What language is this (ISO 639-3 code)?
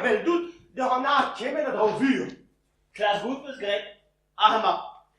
bre